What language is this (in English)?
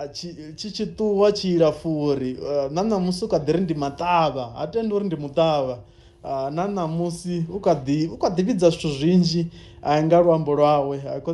Venda